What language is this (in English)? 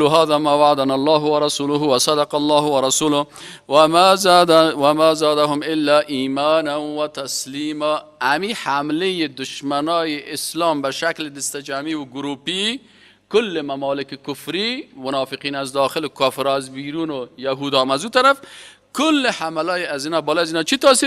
Persian